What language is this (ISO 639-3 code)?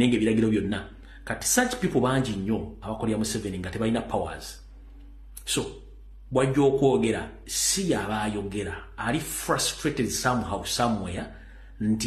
lug